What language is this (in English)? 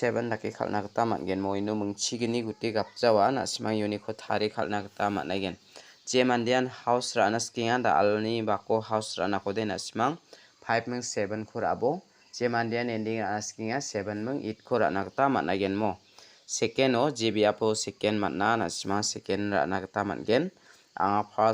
Garo